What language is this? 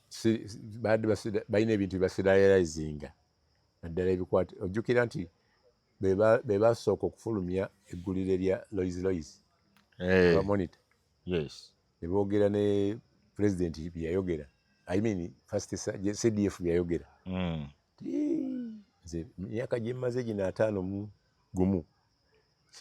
Ganda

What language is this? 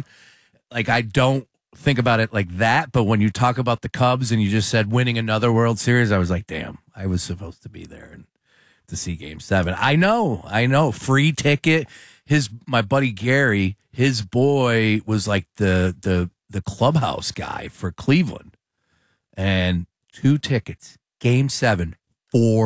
English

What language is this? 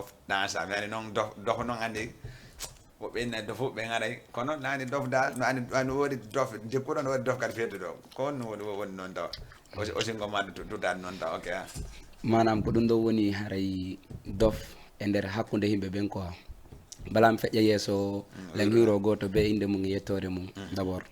Fula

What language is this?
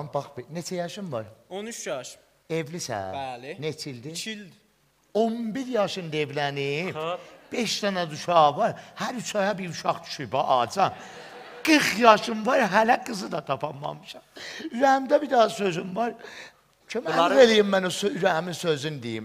South Azerbaijani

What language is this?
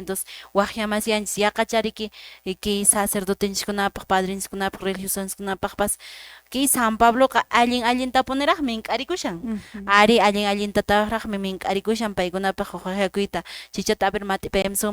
Quechua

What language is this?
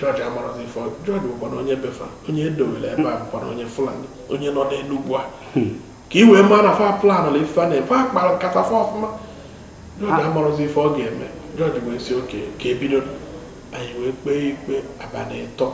Igbo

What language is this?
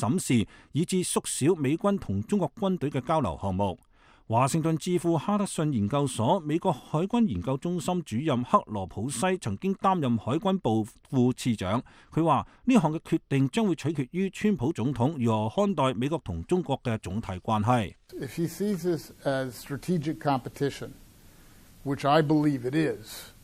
Cantonese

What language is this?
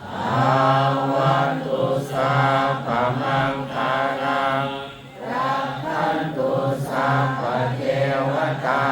Pali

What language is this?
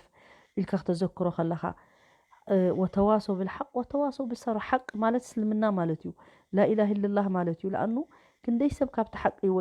Tigrinya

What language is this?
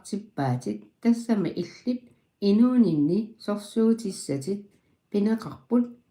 Kalaallisut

